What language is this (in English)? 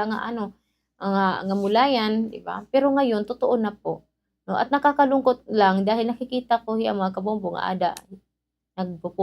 Waray